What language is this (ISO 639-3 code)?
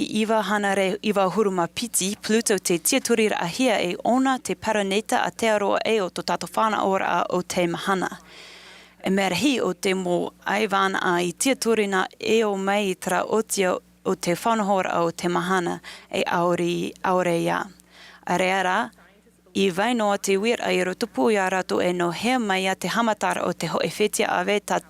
tah